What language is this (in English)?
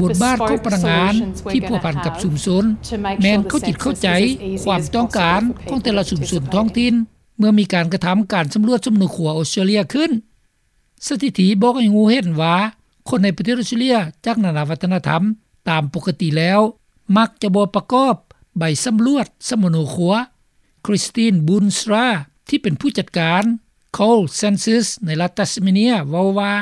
Lao